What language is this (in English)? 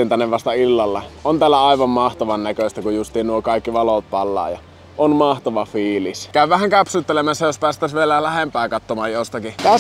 Finnish